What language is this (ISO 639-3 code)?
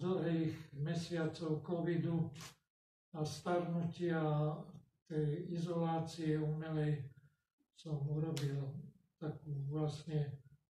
slk